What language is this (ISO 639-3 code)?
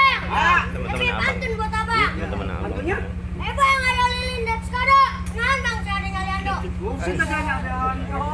bew